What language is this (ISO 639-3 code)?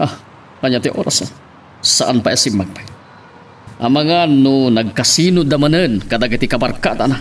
ilo